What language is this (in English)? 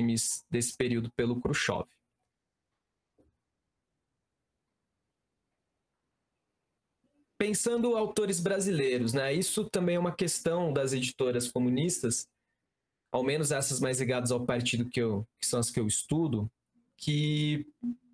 Portuguese